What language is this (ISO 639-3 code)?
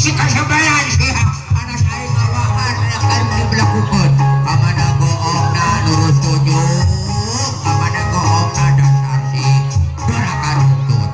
sun